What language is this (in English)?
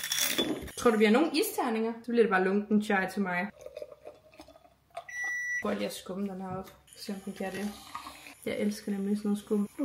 Danish